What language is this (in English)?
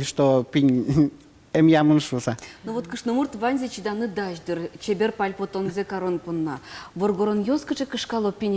Udmurt